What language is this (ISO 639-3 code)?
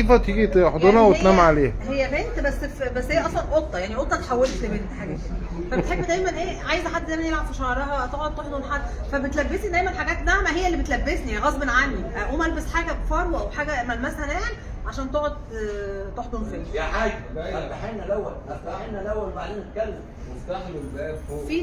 arz